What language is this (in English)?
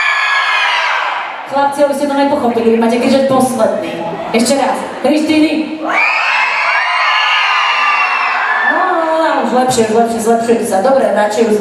Slovak